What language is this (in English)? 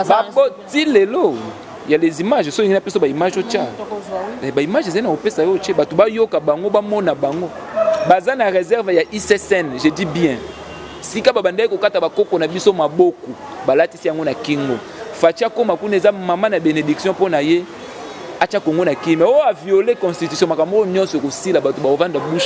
Lingala